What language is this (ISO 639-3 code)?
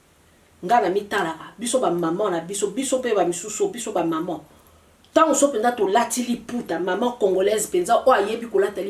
lin